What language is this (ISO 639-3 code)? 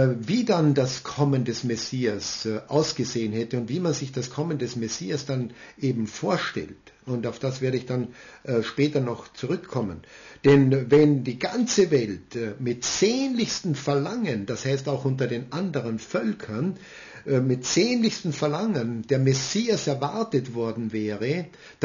deu